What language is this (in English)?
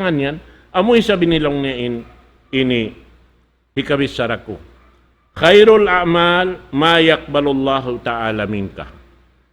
Tausug